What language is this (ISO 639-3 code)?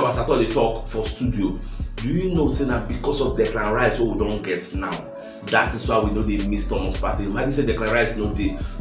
pcm